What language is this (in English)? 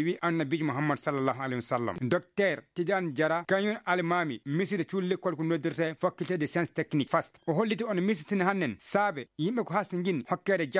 Fula